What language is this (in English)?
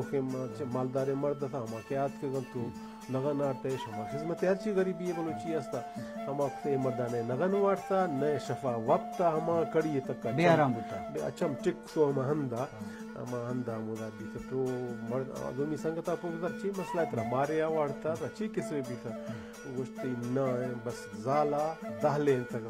Baluchi